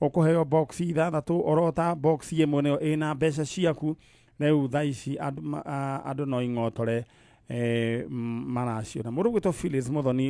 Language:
Kikuyu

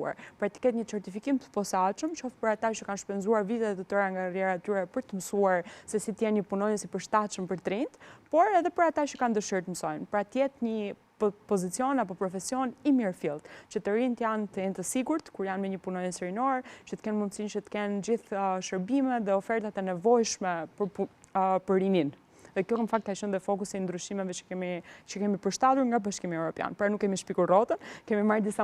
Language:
Albanian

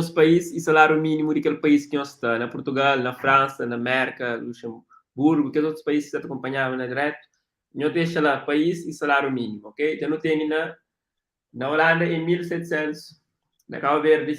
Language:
Kabuverdianu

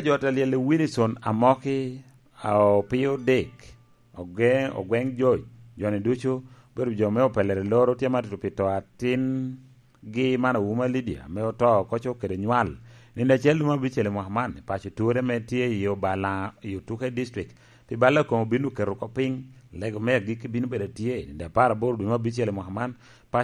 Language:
Lango (Uganda)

